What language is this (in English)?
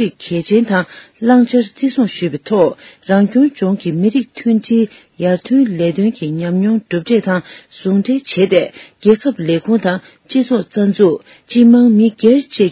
Tibetan